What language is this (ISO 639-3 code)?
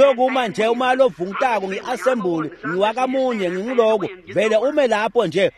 ssw